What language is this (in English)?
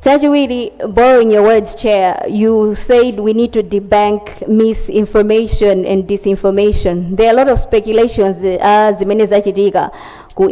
Nyanja